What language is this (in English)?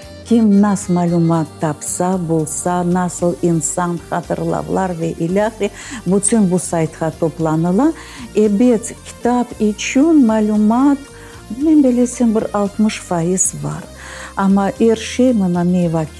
Crimean Tatar